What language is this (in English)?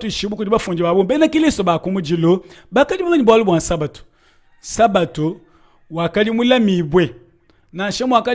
Luba-Lulua